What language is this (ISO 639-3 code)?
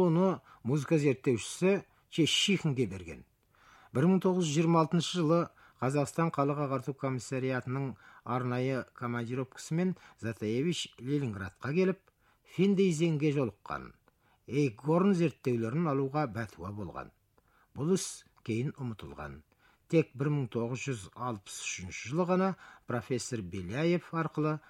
kaz